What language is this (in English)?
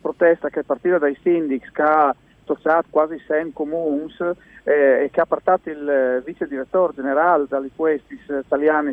Friulian